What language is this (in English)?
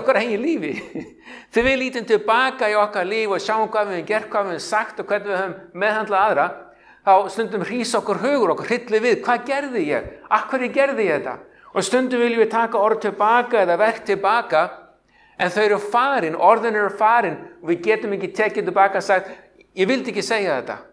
Icelandic